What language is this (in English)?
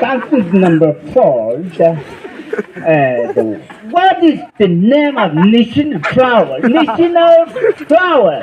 Chang Naga